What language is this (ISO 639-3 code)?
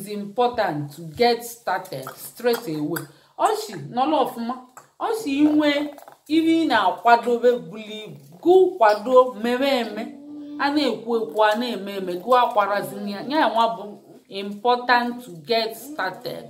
ibo